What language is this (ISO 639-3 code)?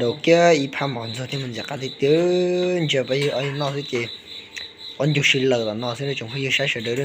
hmn